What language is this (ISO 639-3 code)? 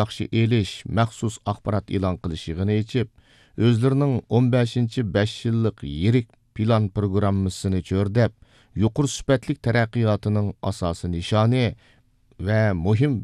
uig